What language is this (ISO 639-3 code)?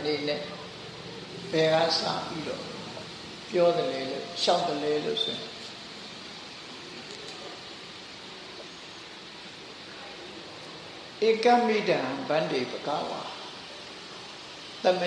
mya